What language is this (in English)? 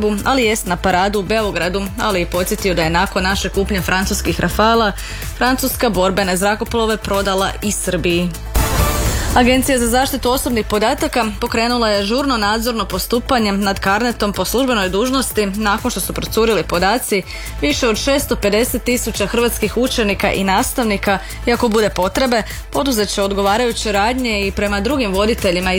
Croatian